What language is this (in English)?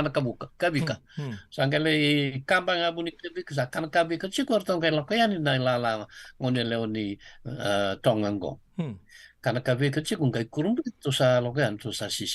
Fijian